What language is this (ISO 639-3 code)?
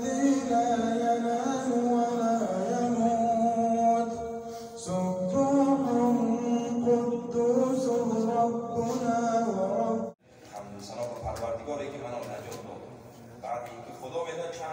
tgk